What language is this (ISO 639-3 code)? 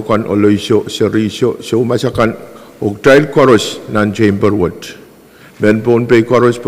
pon